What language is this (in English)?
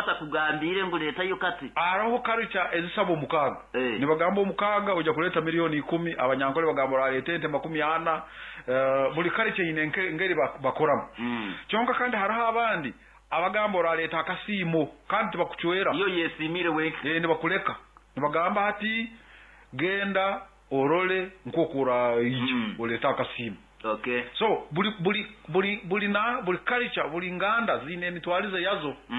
Nyoro